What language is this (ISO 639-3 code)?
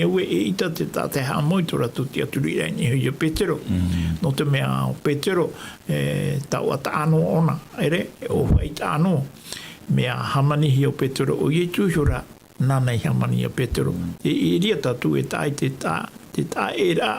tah